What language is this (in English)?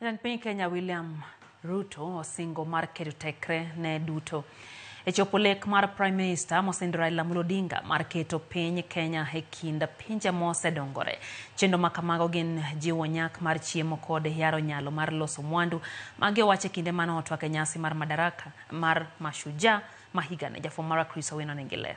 Luo (Kenya and Tanzania)